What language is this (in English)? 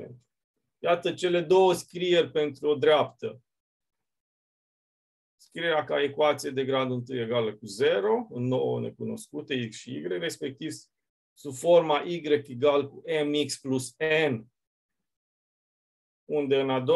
Romanian